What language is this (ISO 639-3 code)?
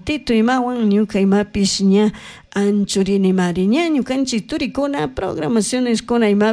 qug